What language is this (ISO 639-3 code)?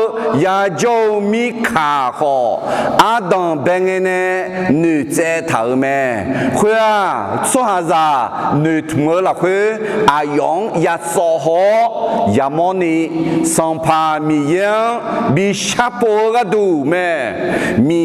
ahk